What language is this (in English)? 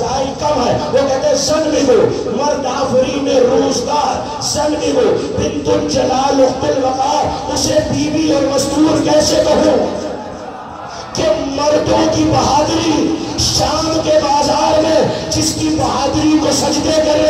Urdu